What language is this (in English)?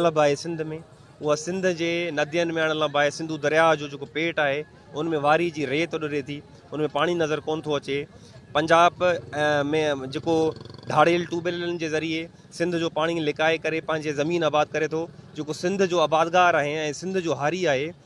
Sindhi